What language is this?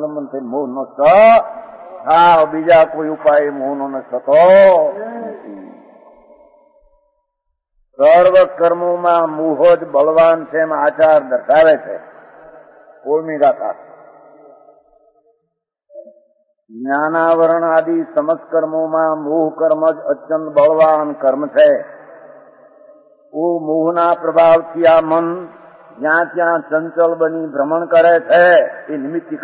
Gujarati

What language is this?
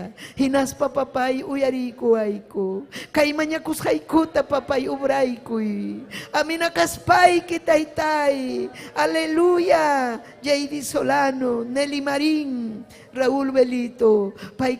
Ayacucho Quechua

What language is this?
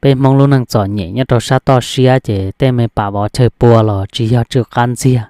Hmong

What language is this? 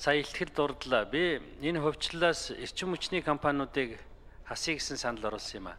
Mongolian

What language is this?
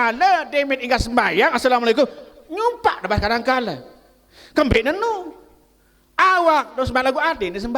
Sasak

